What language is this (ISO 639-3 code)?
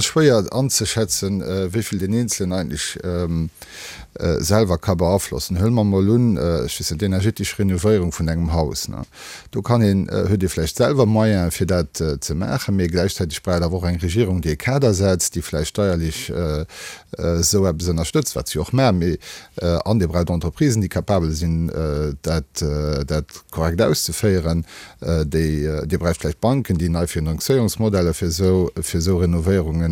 ltz